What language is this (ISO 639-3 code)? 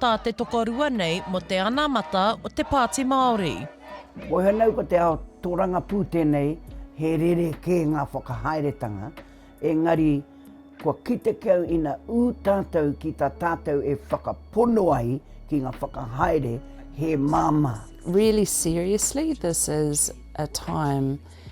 mri